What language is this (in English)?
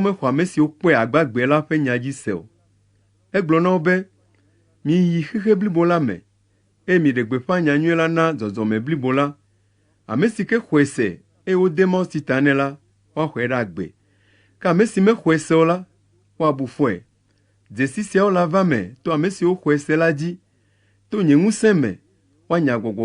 Ewe